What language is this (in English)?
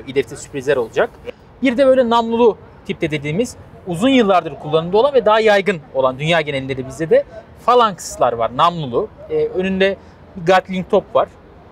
Turkish